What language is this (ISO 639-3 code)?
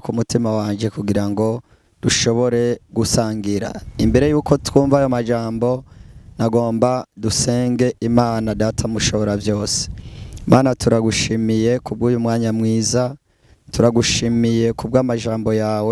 run